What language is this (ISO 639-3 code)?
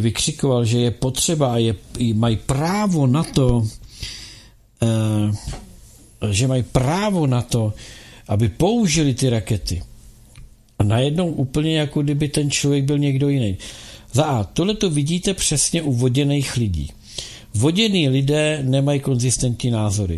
ces